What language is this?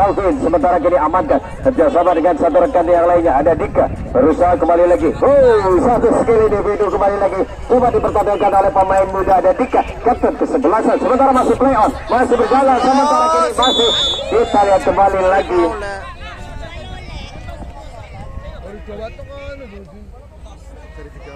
Indonesian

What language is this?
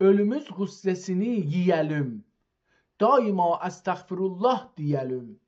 South Azerbaijani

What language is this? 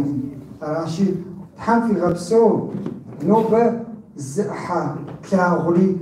Kabardian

